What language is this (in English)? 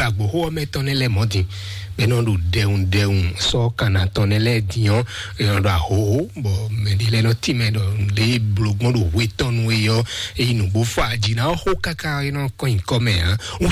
Fon